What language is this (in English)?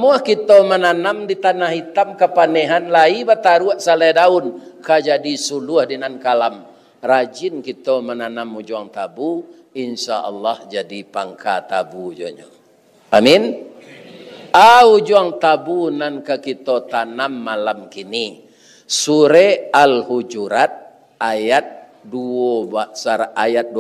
Minangkabau